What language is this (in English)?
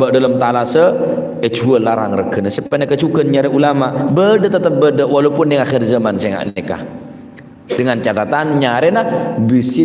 Madurese